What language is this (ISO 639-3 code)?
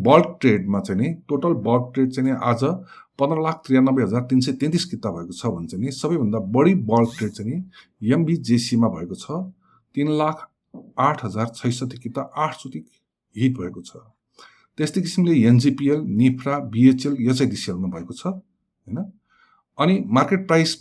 nep